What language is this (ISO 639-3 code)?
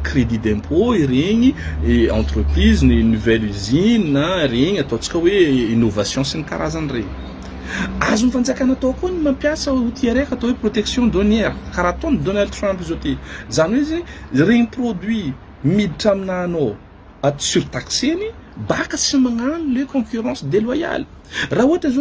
mlg